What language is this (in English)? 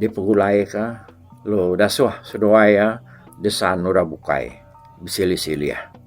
Iban